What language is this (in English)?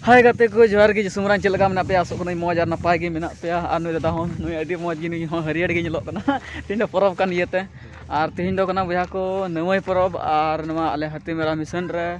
Santali